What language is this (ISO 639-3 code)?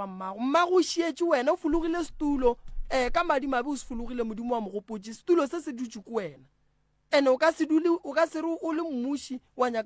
nso